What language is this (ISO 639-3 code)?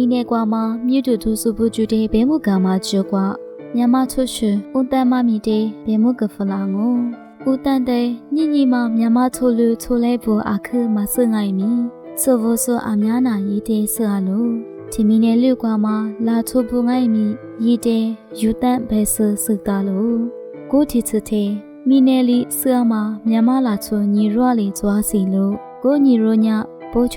lis